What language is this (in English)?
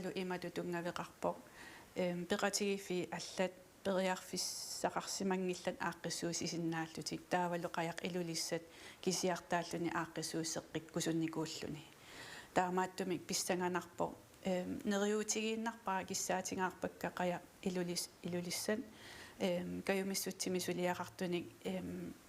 Kalaallisut